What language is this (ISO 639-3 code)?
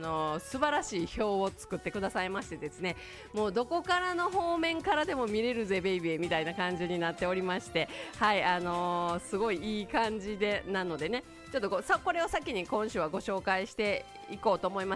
jpn